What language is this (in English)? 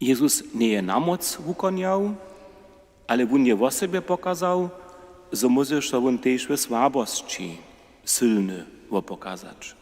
Upper Sorbian